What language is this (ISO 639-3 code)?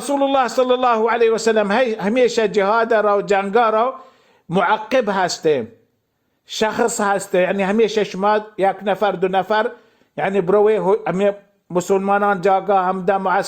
bal